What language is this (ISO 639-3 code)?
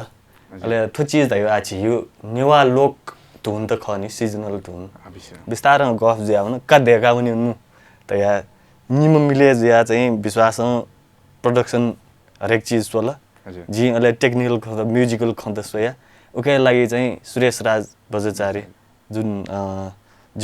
new